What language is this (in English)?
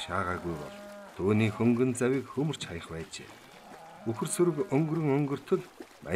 Mongolian